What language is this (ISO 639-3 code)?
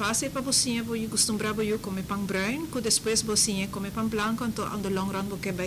pap